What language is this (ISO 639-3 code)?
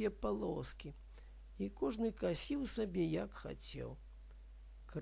bel